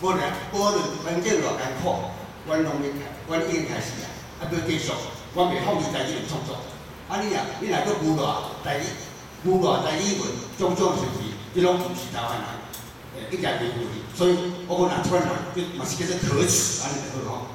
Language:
Min Nan Chinese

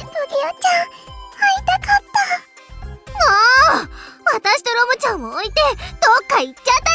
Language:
Japanese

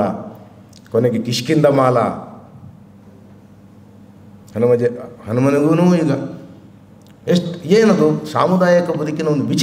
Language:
Kannada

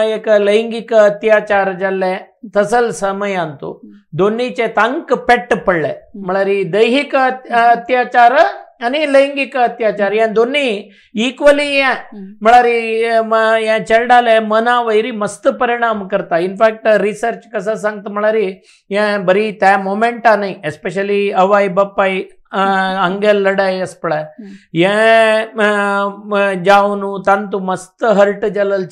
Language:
Konkani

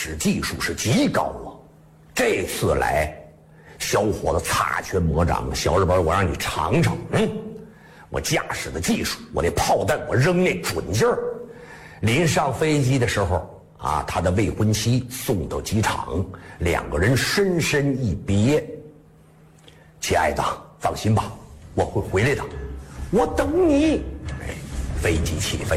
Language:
Chinese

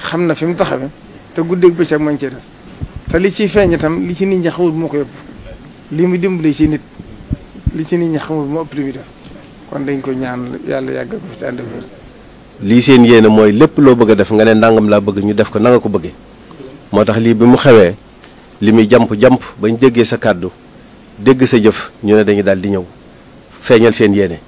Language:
Wolof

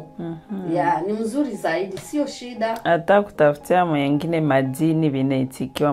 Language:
Swahili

